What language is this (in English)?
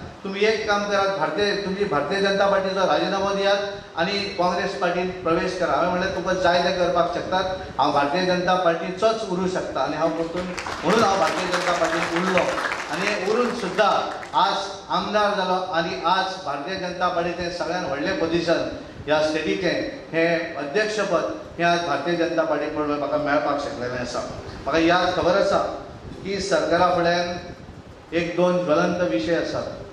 Konkani